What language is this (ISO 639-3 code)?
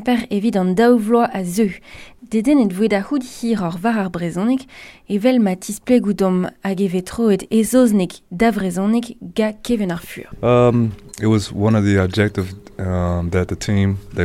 bre